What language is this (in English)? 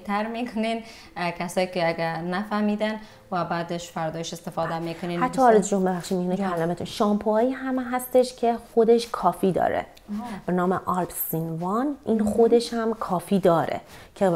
Persian